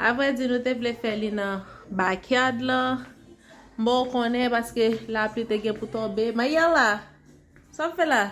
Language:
Haitian Creole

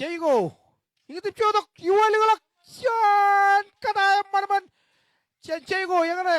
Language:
Marshallese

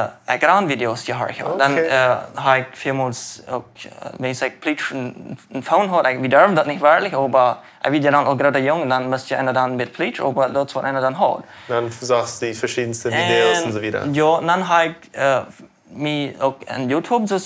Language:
Plautdietsch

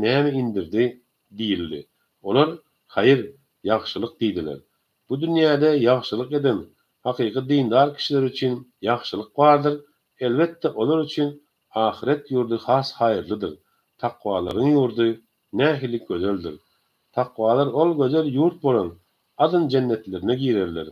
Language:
Turkmen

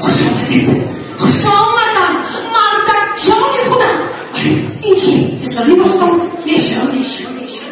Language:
Tajik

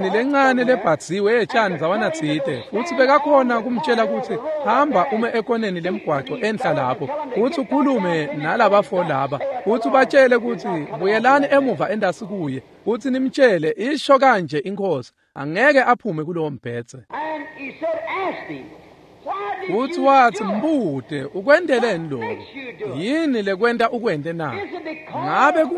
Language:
Swati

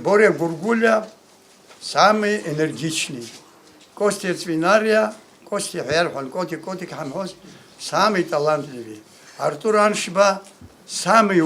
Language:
Abkhazian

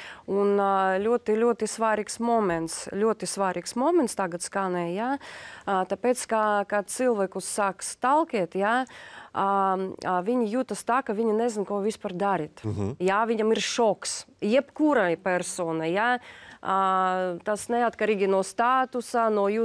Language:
Latvian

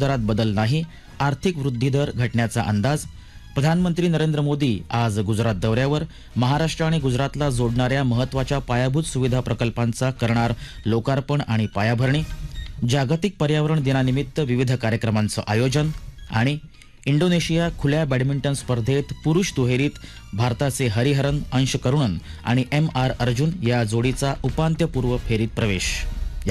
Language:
Marathi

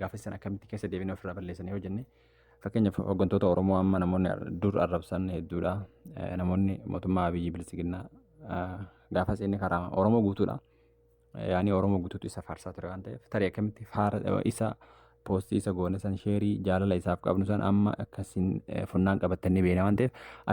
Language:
Oromo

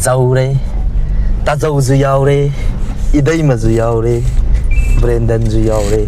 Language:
Manipuri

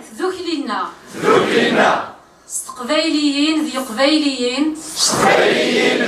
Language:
Kabyle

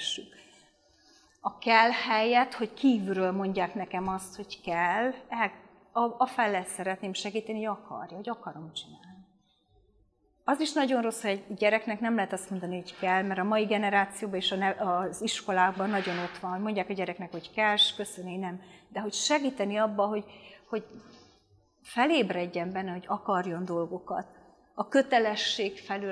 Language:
Hungarian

